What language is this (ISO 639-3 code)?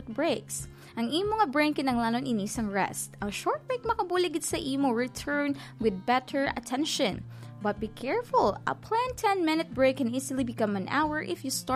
hil